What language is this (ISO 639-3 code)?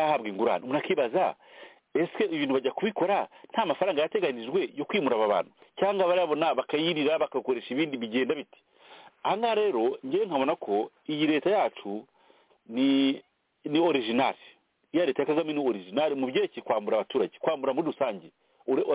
kin